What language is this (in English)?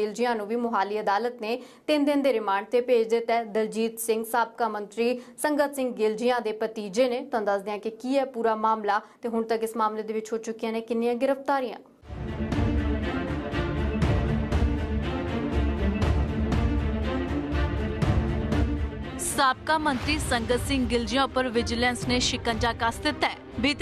Punjabi